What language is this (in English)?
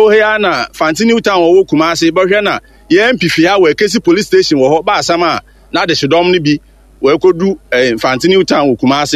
Akan